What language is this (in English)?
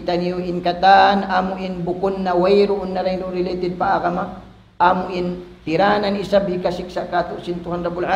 Tausug